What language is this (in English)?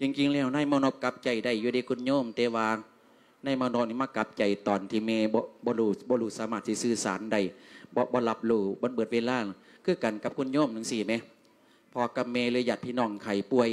Lao